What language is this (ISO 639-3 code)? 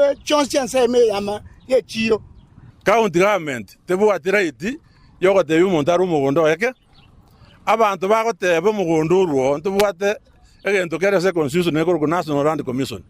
guz